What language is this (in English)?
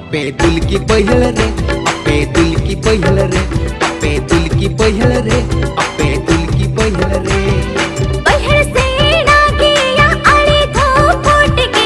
Santali